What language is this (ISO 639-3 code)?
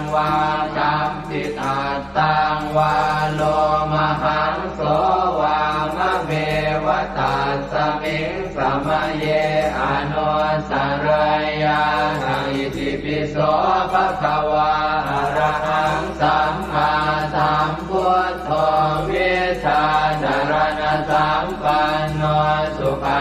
pli